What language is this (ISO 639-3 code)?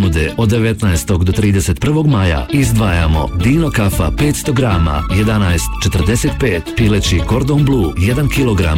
bos